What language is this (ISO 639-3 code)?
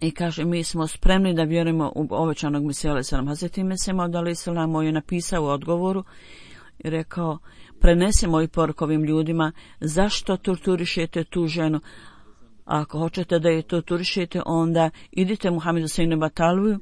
bos